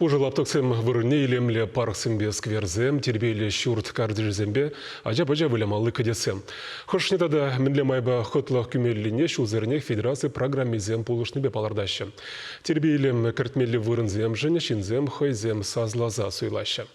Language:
Chuvash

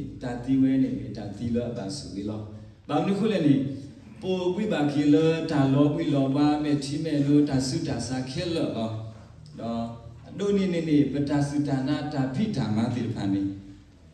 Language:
S'gaw Karen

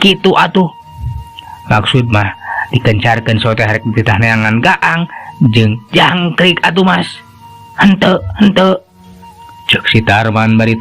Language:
Sundanese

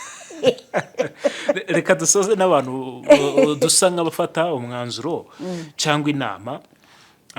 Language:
Kinyarwanda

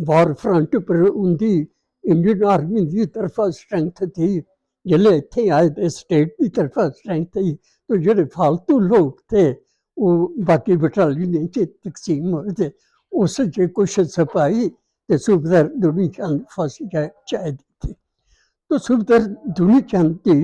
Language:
Dogri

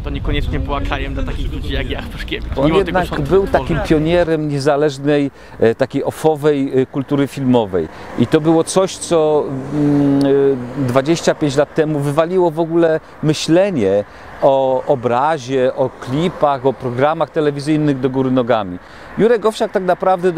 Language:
Polish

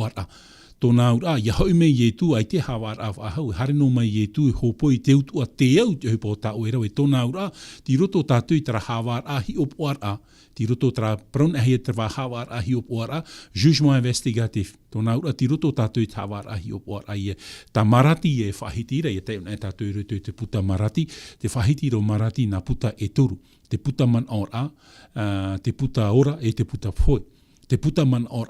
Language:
Tahitian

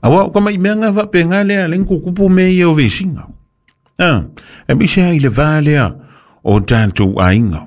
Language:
Samoan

